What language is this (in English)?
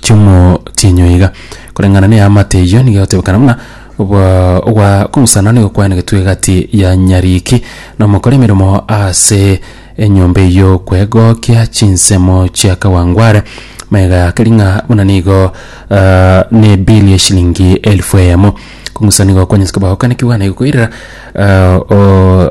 Gusii